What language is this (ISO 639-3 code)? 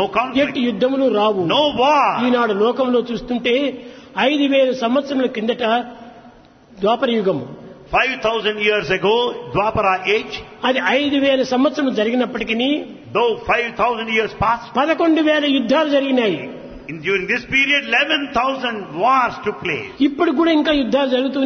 tel